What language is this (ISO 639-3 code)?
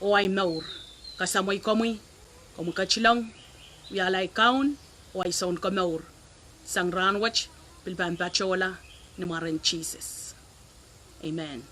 pon